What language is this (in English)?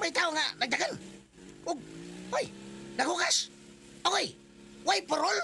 Cebuano